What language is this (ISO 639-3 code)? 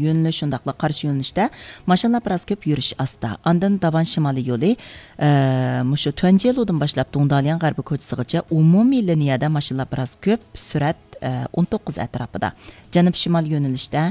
uig